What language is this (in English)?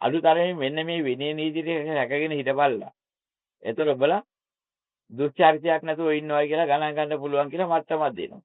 Sinhala